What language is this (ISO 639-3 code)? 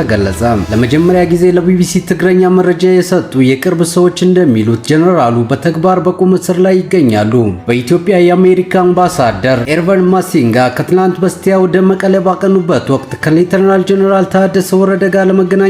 amh